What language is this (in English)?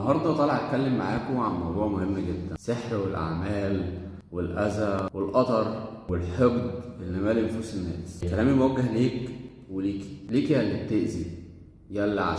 Egyptian Arabic